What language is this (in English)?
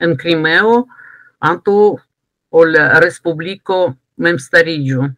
Esperanto